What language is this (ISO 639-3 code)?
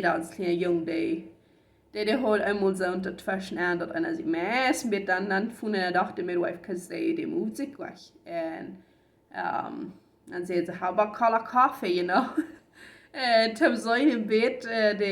pdt